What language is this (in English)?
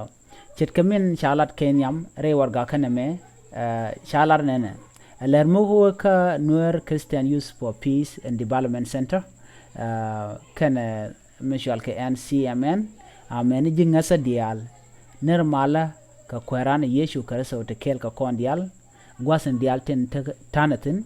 Nuer